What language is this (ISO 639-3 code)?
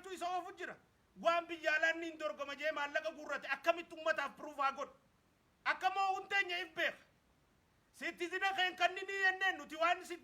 orm